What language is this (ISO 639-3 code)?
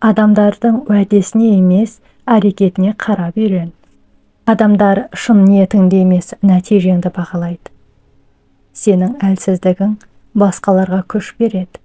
kaz